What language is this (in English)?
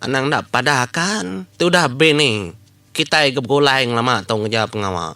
Iban